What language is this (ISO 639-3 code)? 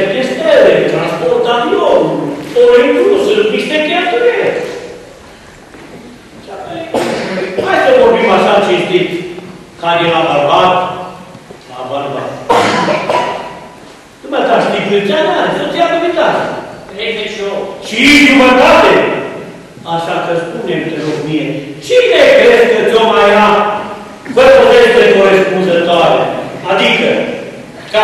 ron